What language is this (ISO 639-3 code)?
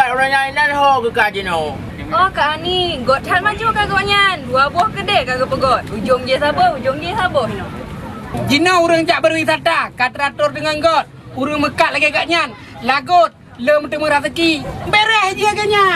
ace